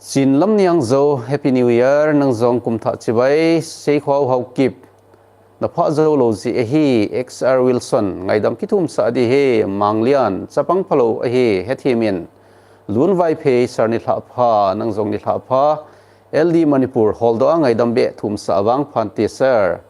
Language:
Thado Chin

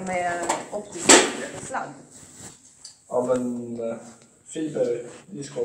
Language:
Swedish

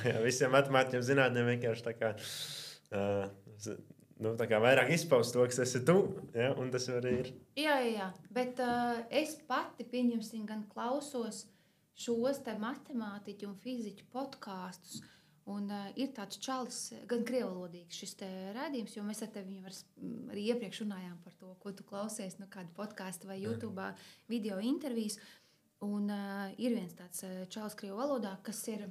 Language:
Latvian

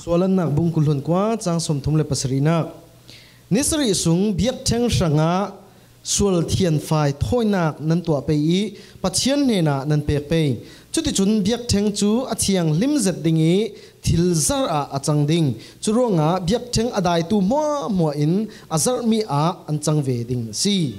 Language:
Falam Chin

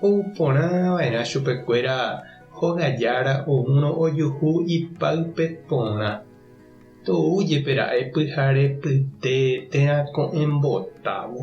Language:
Guarani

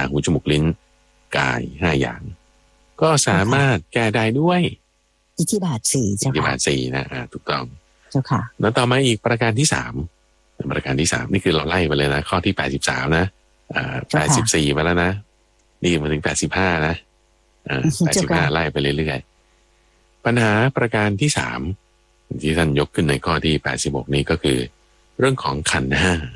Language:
Thai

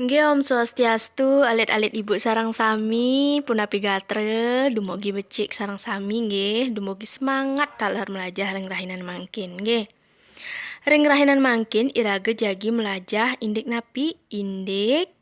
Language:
Balinese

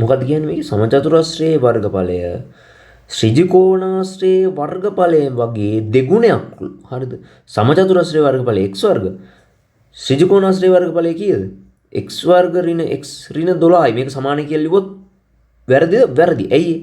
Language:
Sinhala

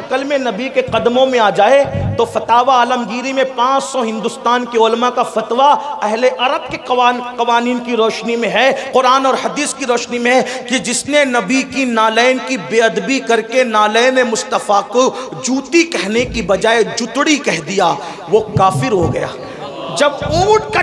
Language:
Urdu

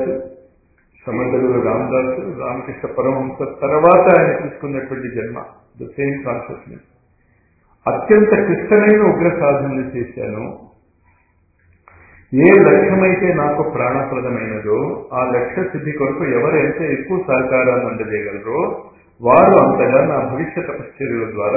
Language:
Telugu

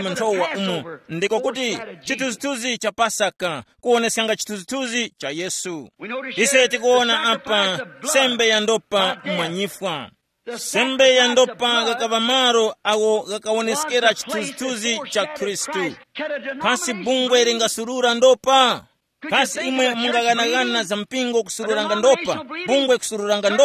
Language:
Tumbuka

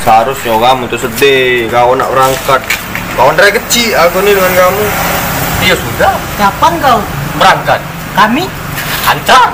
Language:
Musi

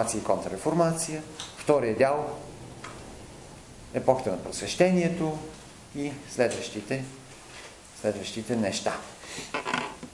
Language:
Bulgarian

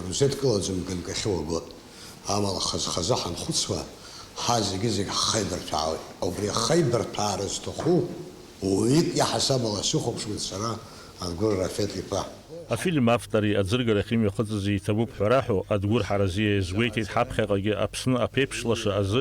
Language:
Abkhazian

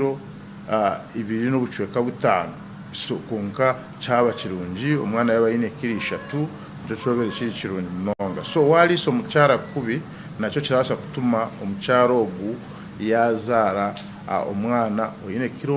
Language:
Nyankole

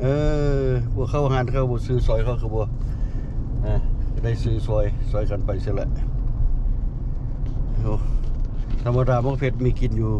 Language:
Lao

